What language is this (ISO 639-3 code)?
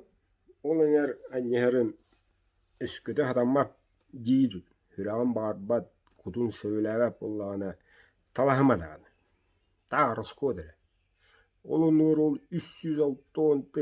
sah